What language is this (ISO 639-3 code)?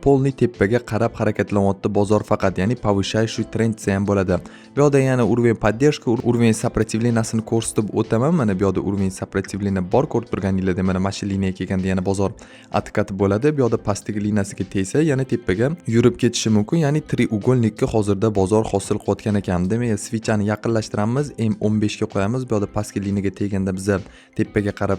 uzb